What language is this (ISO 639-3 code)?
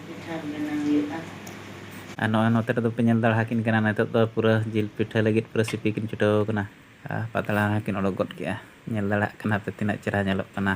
sat